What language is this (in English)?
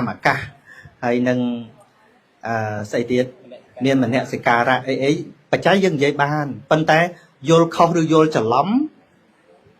Khmer